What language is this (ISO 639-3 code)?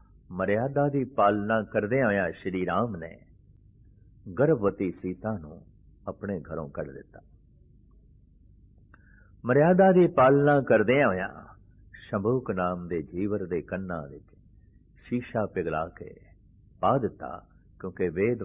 pan